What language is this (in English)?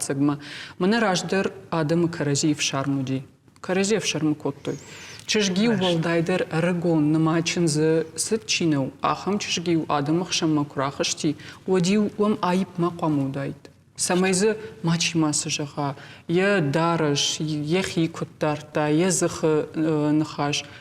Ossetic